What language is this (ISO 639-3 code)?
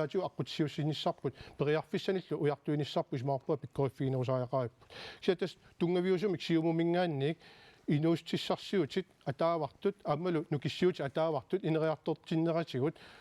kal